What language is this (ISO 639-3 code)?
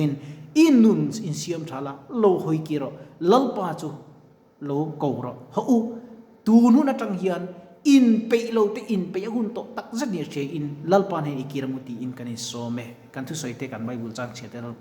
lus